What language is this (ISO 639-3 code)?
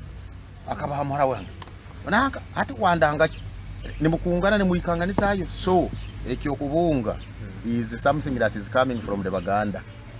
nyo